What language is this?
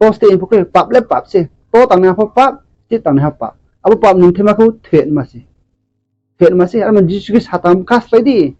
Riang (India)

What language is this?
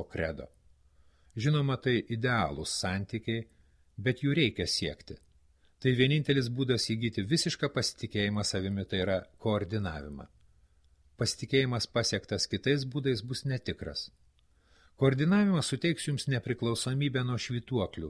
Lithuanian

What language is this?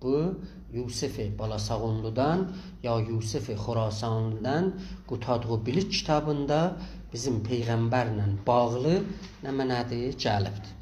South Azerbaijani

